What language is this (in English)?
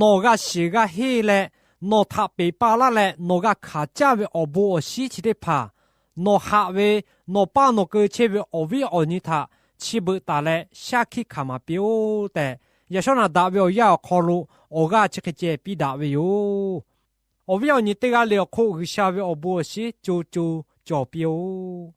Lahu